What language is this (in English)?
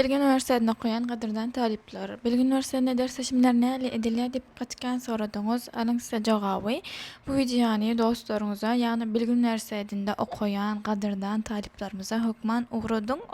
Turkmen